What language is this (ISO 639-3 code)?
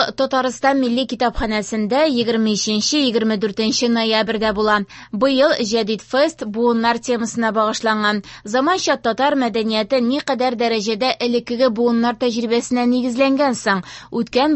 tat